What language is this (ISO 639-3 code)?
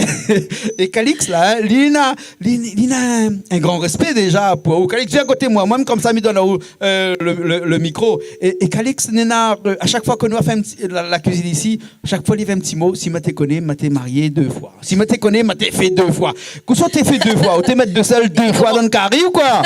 rcf